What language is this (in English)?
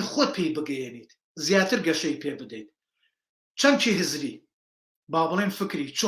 Central Kurdish